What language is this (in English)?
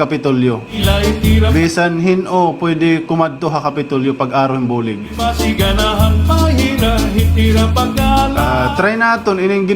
Waray